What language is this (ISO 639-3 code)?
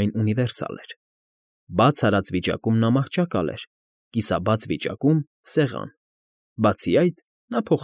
hye